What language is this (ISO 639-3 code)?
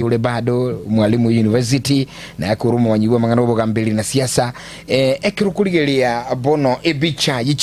guz